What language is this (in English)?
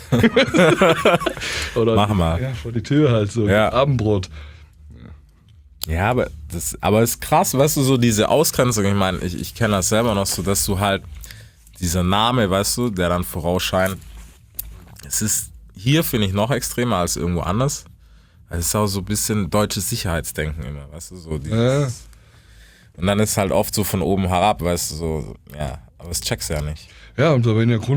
German